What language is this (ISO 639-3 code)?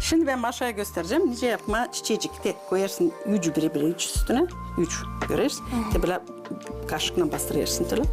gag